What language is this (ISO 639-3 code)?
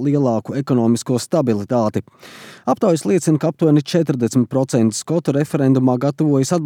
lav